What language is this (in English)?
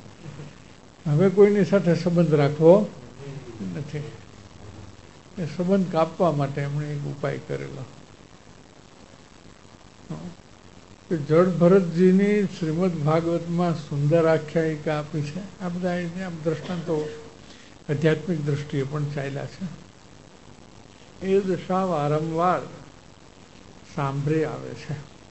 Gujarati